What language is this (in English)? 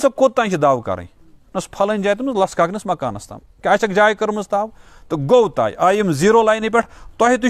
Kashmiri